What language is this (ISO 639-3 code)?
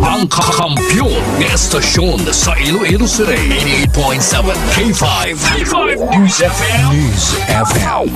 hil